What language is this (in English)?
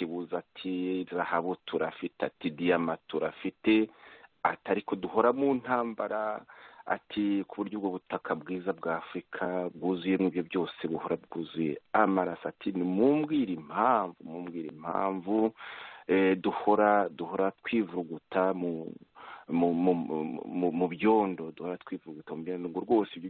Kinyarwanda